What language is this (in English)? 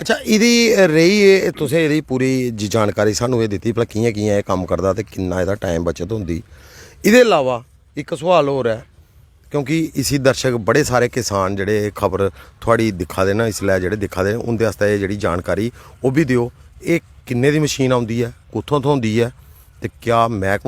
Dogri